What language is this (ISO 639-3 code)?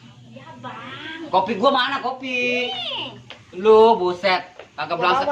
bew